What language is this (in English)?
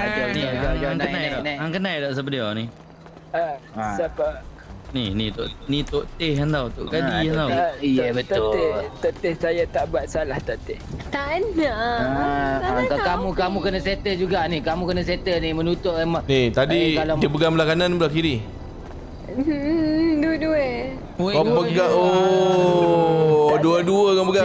Malay